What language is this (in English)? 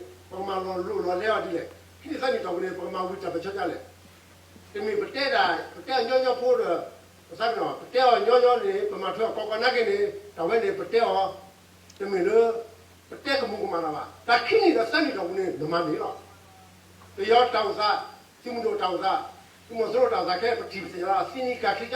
S'gaw Karen